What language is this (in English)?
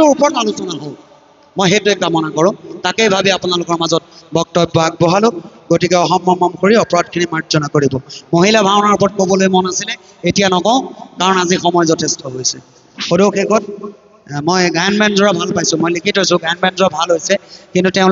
Assamese